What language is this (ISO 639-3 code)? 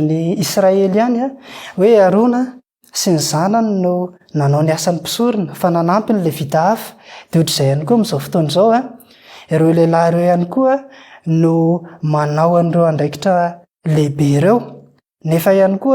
mlg